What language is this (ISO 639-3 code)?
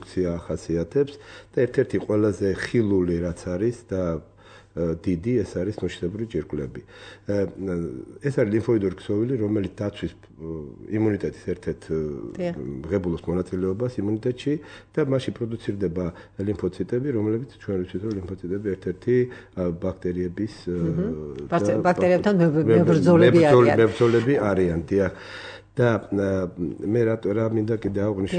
kat